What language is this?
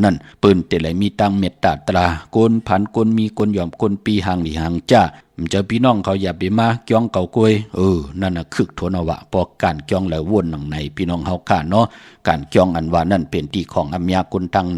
Shan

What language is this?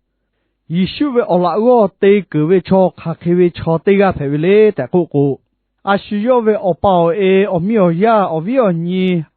Lahu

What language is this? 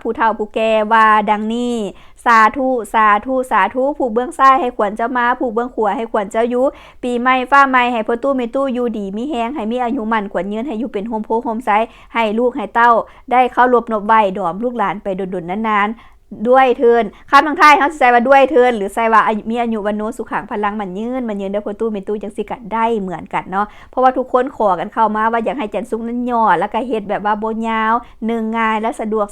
Lao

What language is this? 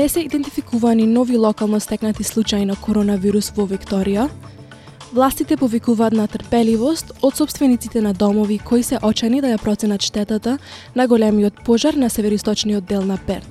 Macedonian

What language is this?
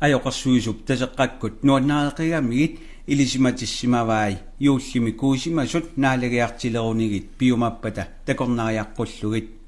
Kalaallisut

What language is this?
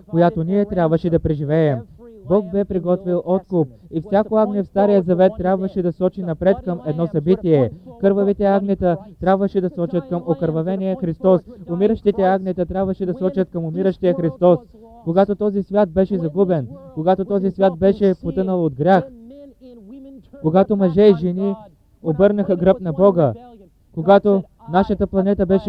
Bulgarian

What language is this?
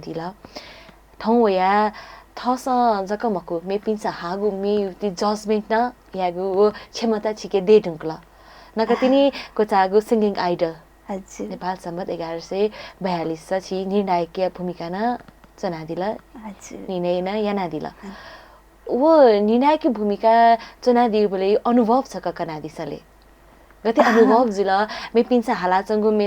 Newari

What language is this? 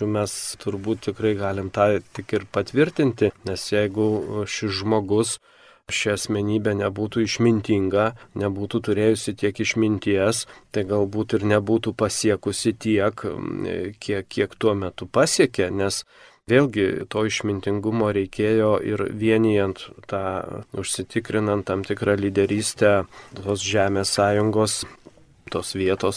Lithuanian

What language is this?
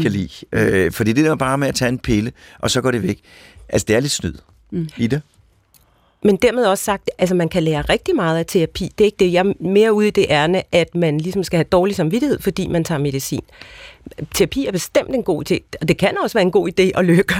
Danish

